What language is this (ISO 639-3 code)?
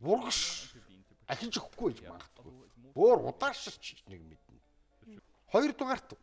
mon